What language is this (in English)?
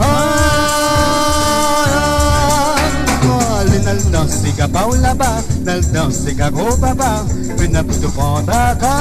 Morisyen